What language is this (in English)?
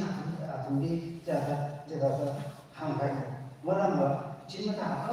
Tangkhul Naga (India)